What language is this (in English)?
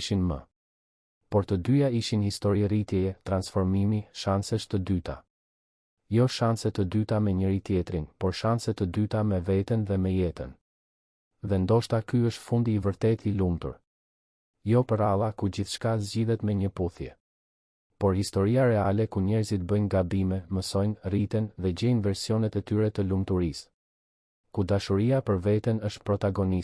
Albanian